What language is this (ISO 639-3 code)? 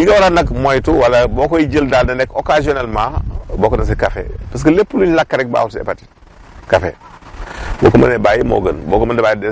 wol